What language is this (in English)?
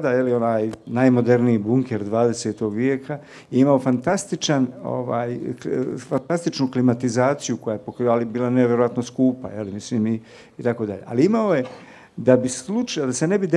Bosnian